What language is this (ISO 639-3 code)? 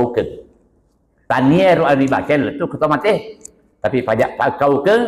bug